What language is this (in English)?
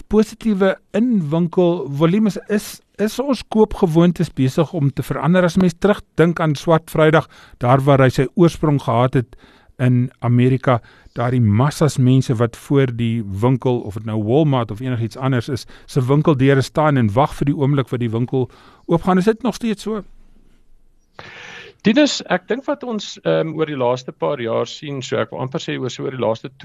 Afrikaans